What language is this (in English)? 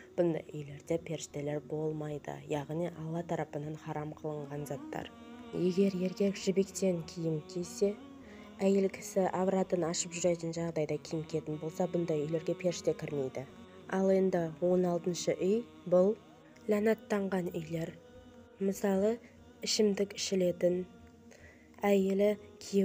Kazakh